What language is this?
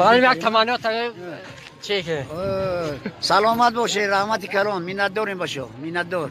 Tajik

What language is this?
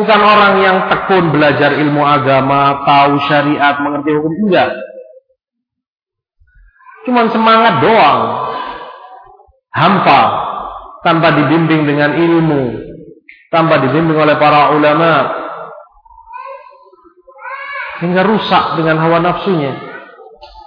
Indonesian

